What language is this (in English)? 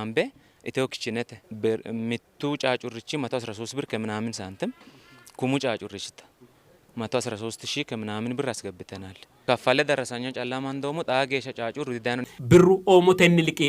Sidamo